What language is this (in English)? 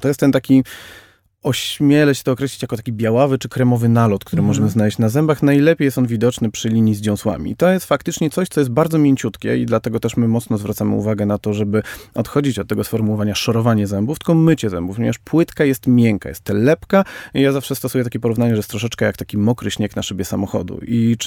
Polish